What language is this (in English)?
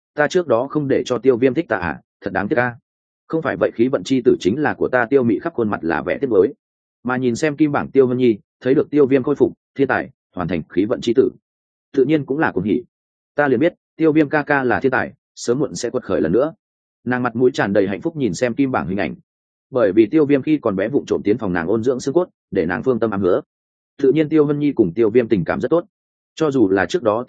Vietnamese